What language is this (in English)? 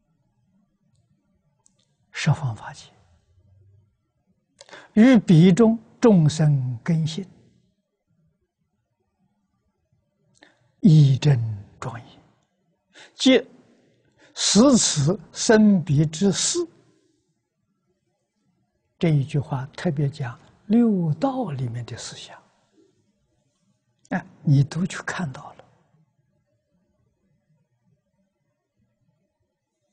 Chinese